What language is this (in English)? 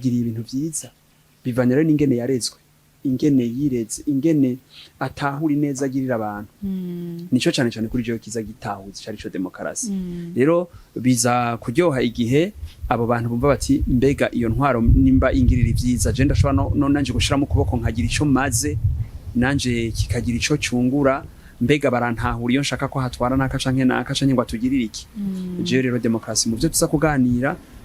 Rundi